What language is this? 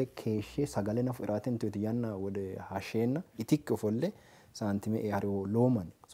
Sidamo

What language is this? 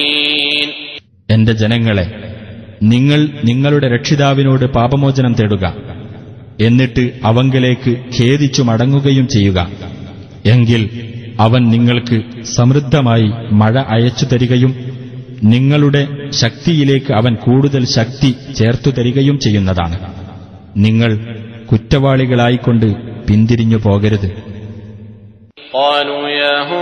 Malayalam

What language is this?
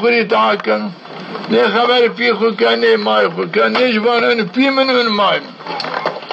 Zaza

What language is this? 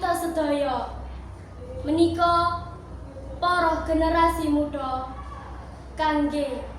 Javanese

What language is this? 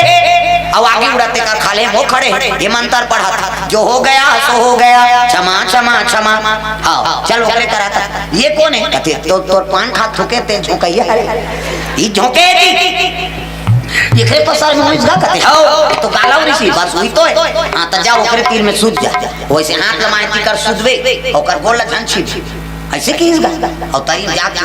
Chhattisgarhi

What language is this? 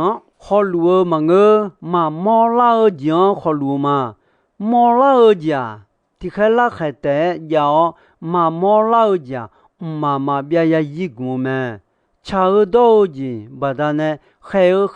Akha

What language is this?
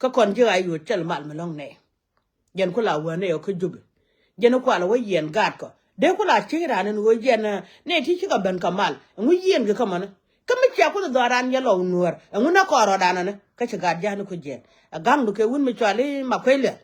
Nuer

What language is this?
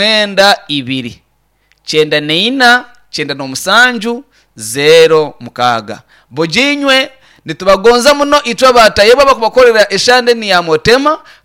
Nyankole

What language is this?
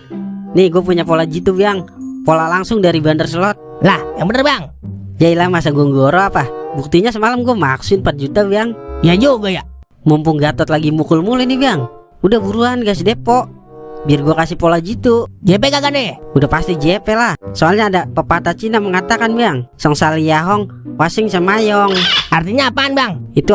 Betawi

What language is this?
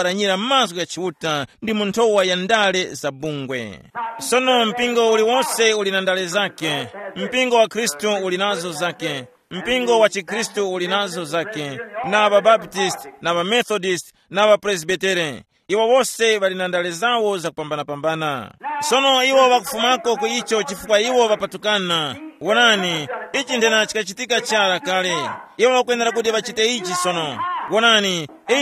Tumbuka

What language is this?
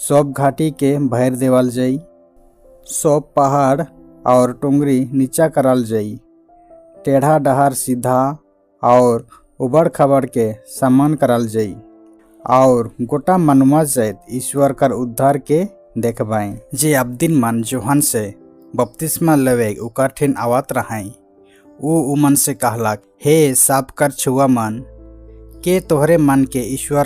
Sadri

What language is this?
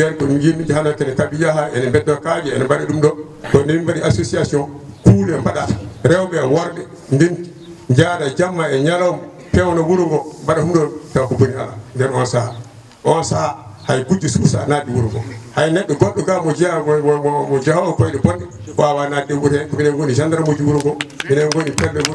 Fula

